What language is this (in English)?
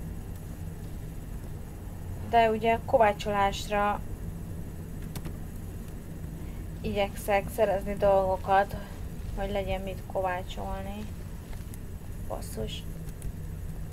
Hungarian